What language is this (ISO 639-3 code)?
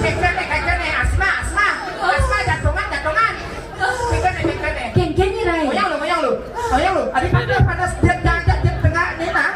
ban